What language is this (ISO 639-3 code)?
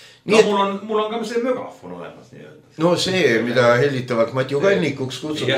est